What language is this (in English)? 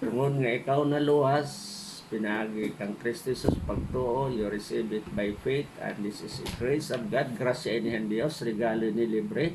Waray